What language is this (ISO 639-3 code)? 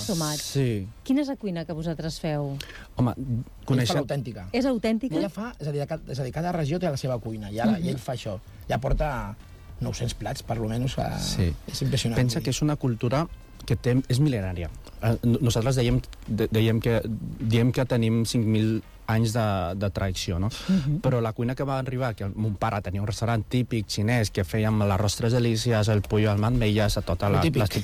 cat